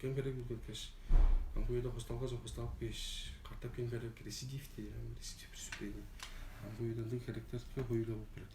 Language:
Tuvinian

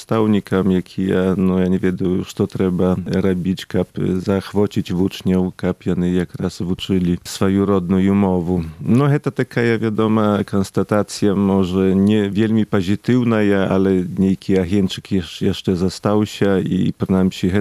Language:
Belarusian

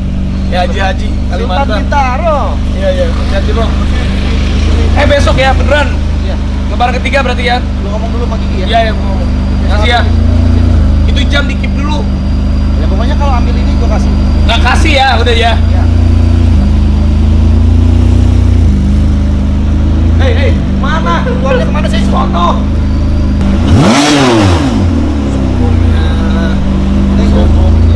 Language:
Indonesian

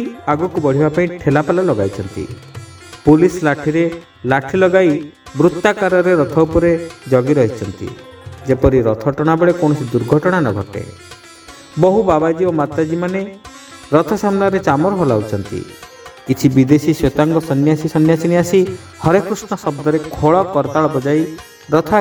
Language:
Odia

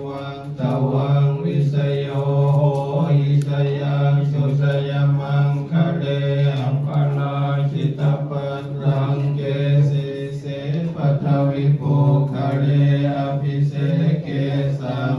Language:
Pali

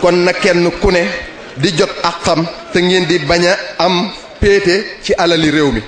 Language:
Wolof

